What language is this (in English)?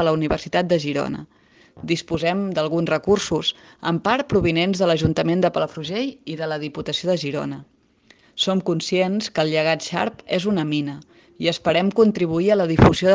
Catalan